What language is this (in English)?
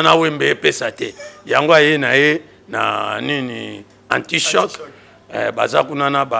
Lingala